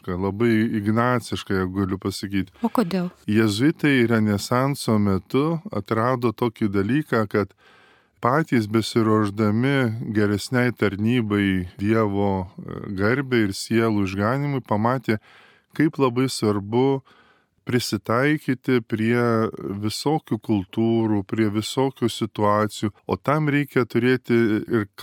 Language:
Lithuanian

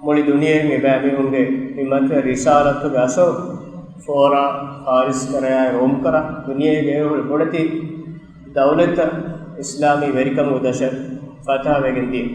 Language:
Divehi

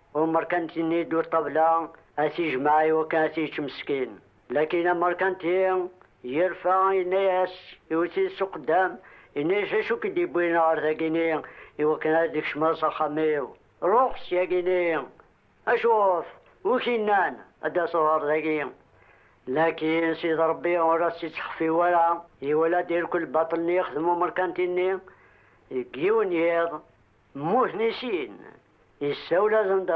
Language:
Kabyle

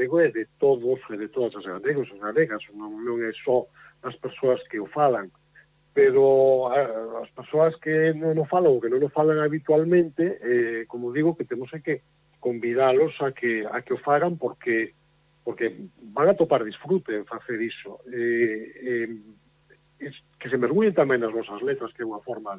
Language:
Galician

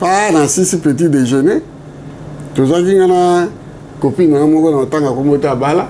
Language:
Lingala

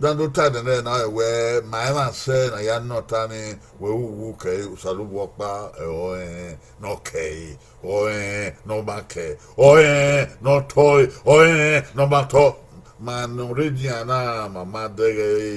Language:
Bini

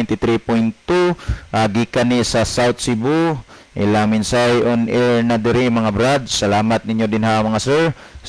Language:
Cebuano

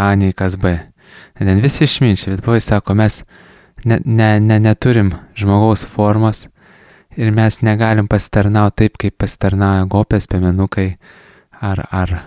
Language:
Lithuanian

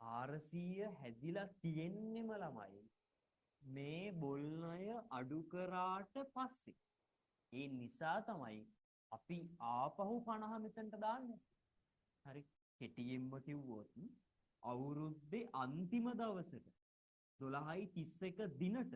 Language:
Sinhala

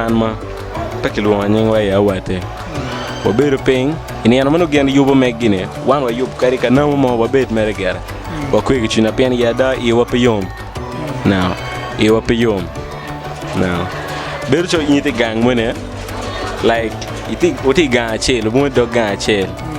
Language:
Acoli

